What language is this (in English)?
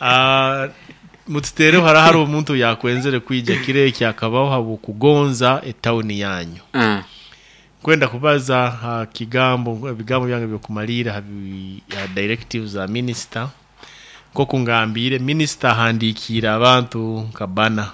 Nyoro